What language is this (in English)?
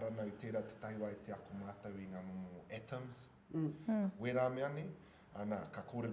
Māori